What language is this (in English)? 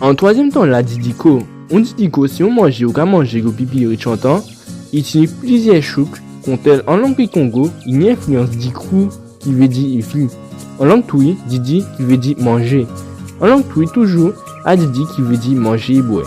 Guadeloupean Creole French